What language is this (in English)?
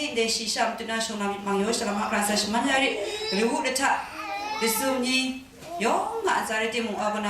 Kachin